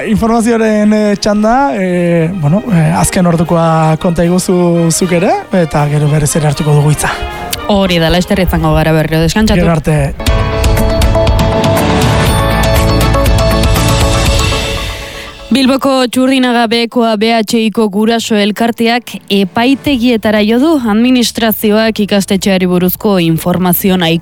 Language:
Basque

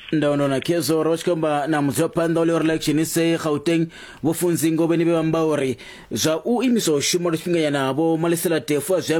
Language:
Venda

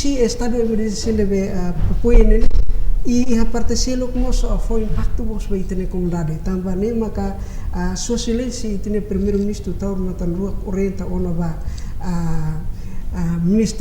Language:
Tetum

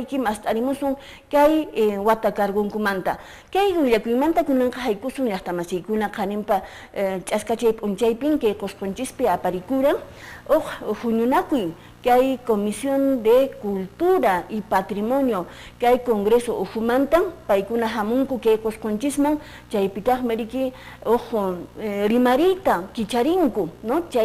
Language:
Quechua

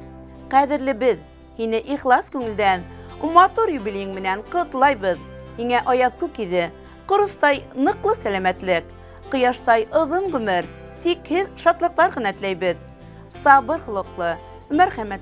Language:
Bashkir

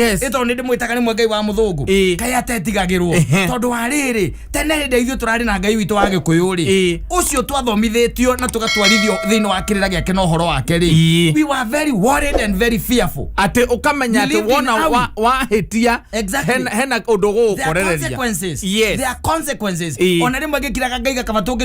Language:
Kikuyu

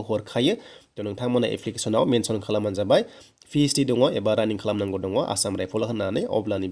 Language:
Bodo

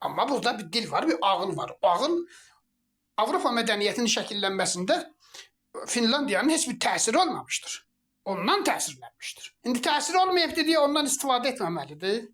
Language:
Azerbaijani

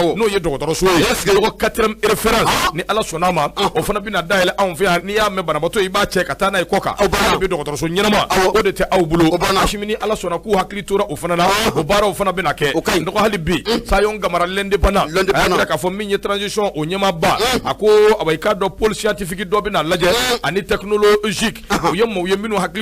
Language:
Bambara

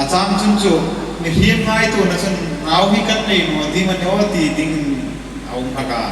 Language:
Hmar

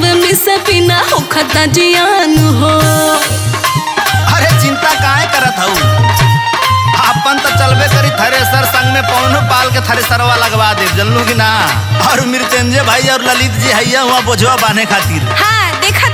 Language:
Bhojpuri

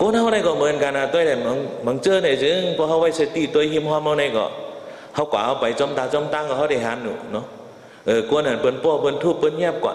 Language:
Shan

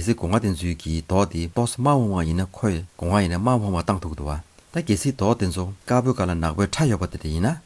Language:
Tibetan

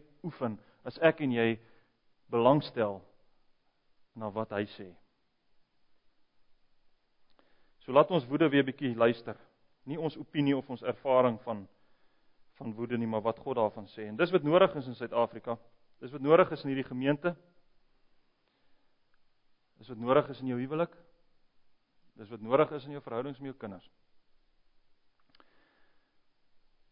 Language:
Afrikaans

